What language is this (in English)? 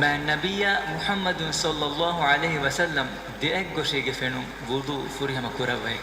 Divehi